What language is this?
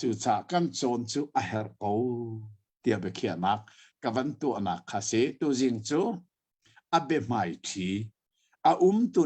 Hakha Chin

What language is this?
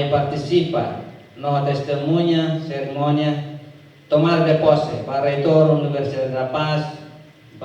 Tetum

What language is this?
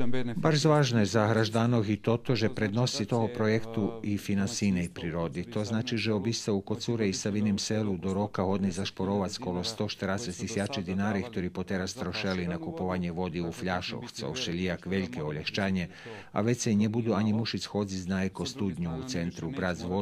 Rusyn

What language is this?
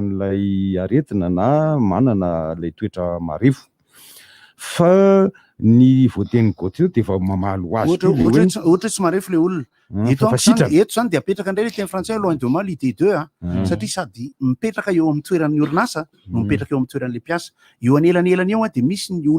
Malagasy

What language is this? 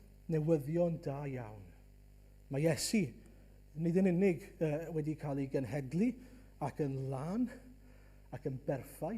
Welsh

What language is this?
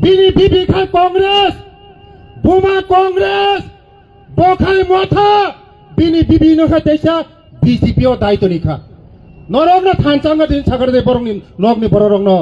Kok Borok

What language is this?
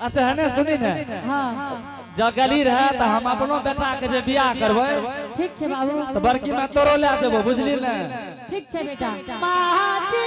Angika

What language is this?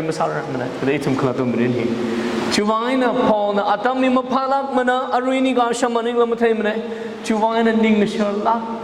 Tangkhul Naga (India)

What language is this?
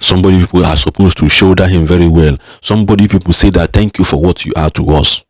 Igbo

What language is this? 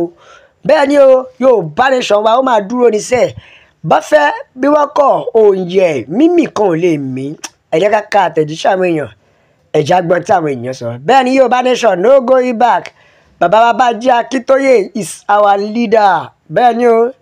Yoruba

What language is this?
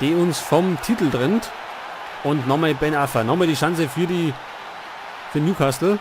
Bavarian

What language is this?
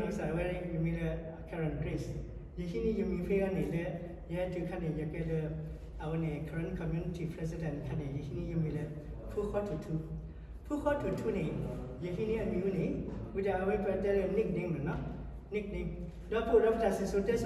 S'gaw Karen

